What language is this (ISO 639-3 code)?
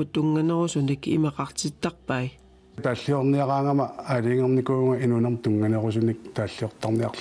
kal